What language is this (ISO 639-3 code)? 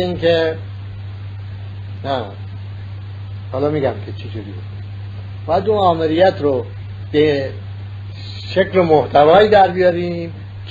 fas